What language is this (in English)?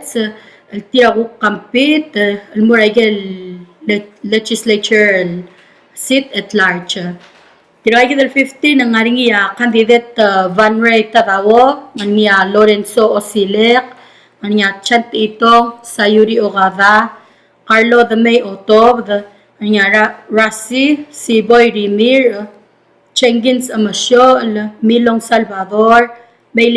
Palauan